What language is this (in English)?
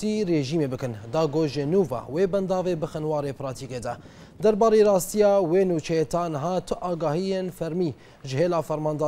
Kurdish